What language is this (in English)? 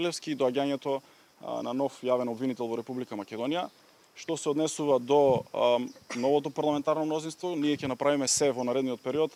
Macedonian